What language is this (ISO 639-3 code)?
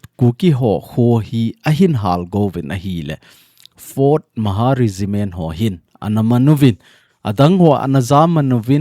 tcz